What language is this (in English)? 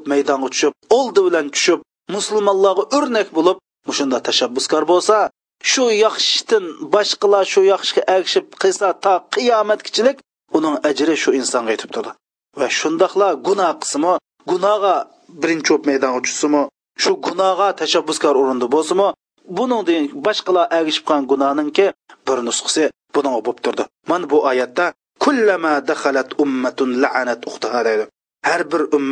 Uyghur